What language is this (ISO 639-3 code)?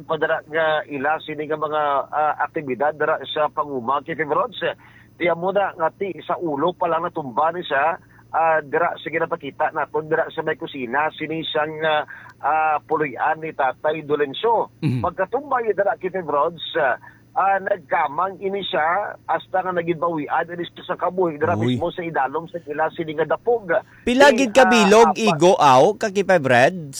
hil